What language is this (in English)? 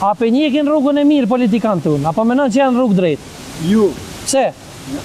Albanian